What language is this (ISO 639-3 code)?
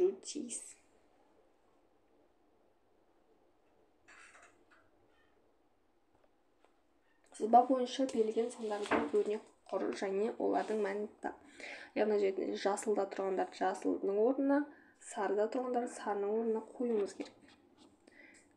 kaz